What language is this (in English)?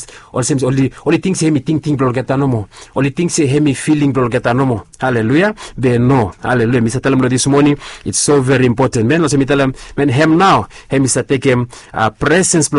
Bislama